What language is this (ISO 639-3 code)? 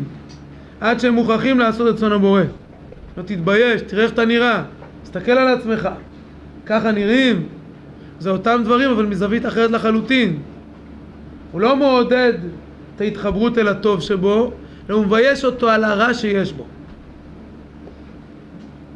heb